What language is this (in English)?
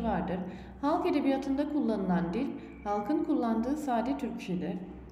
Turkish